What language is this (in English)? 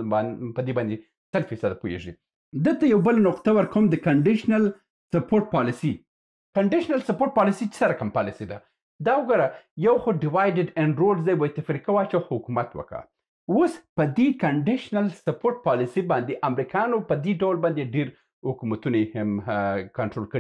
Pashto